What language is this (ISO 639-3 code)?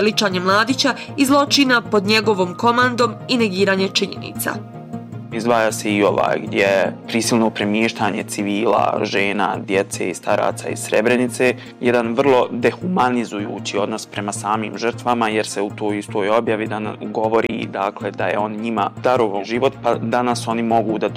bos